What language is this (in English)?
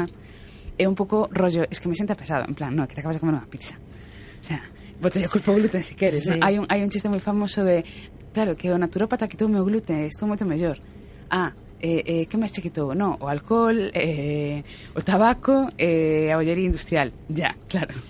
Galician